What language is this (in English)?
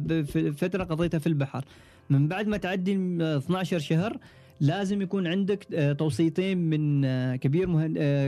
Gulf Arabic